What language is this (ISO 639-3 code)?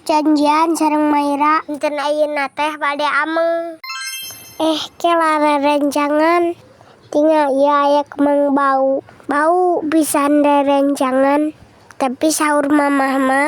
sun